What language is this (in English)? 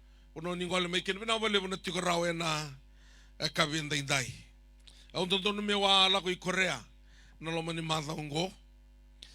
Fijian